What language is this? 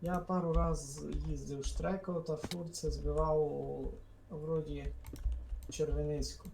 Rusyn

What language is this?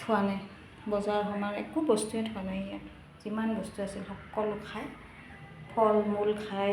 Assamese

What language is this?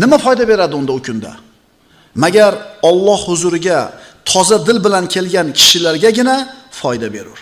Uzbek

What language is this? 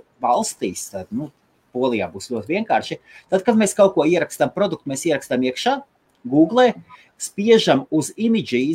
Latvian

